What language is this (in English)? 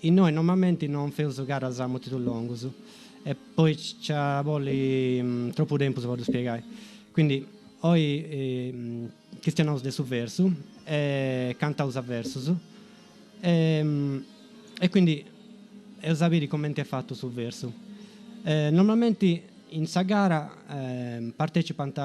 Sardinian